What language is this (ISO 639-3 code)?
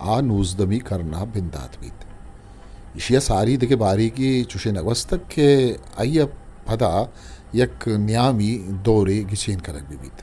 bgp